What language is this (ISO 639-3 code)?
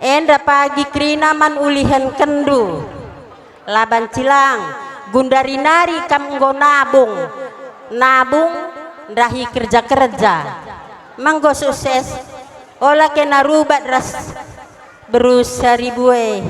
btx